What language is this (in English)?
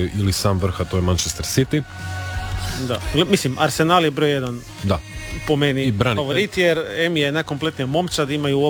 Croatian